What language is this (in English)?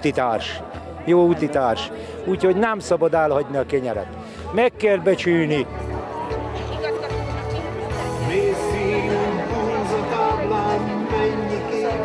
Hungarian